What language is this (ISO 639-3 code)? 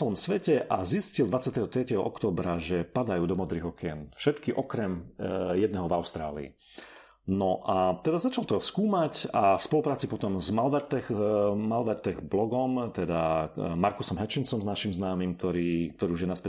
slk